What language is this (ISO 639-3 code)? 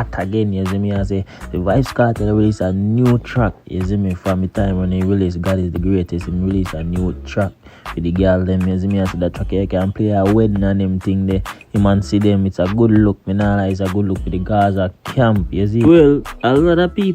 jam